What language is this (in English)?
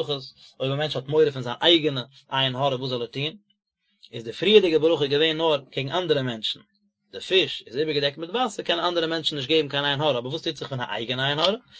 Yiddish